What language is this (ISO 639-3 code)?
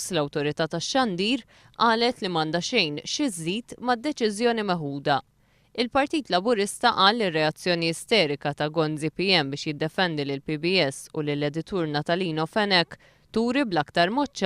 mlt